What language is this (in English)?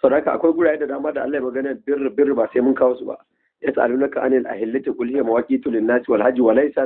Hausa